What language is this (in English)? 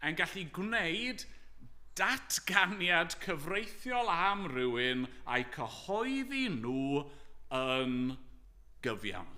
Welsh